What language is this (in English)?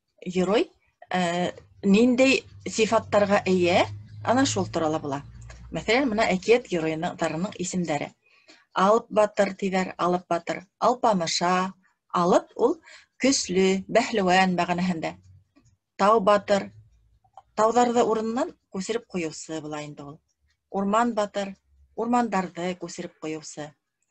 Bashkir